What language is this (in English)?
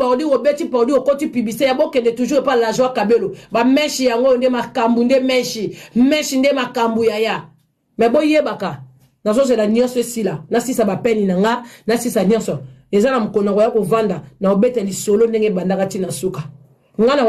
Lingala